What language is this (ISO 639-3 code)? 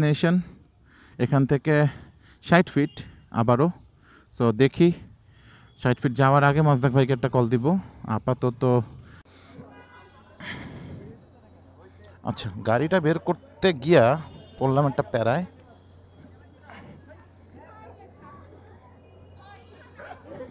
ben